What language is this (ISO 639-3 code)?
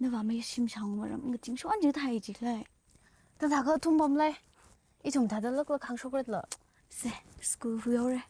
nmf